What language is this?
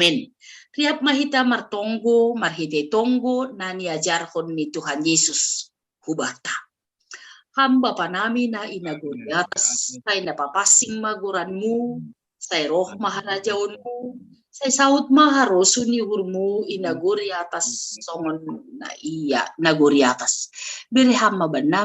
Batak Simalungun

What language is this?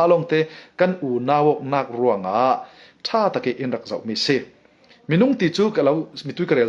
Falam Chin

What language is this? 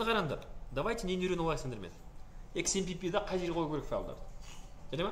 Kazakh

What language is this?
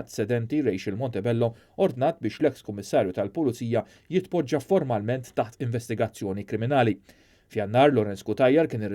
Maltese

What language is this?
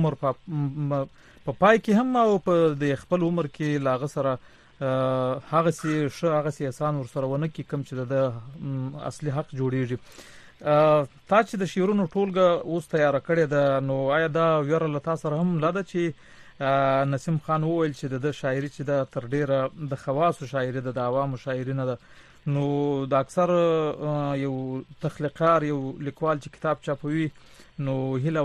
Pashto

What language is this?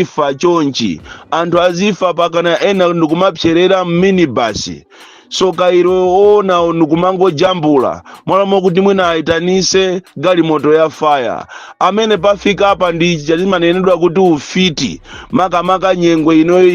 Nyanja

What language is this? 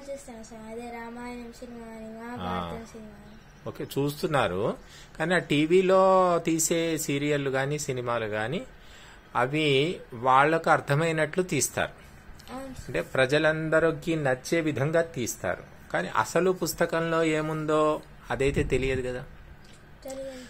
Telugu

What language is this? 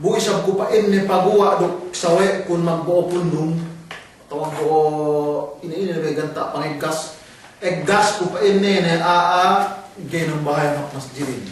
Yakan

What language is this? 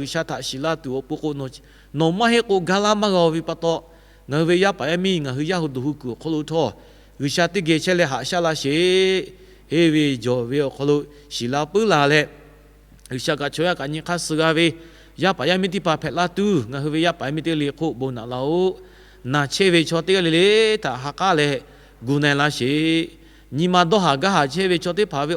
Lahu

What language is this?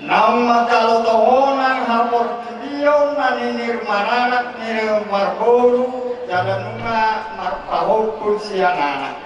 Batak Toba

